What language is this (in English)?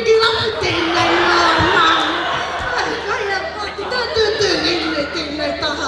Māori